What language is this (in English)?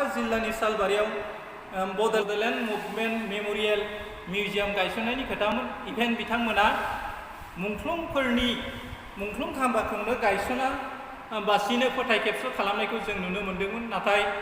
Bodo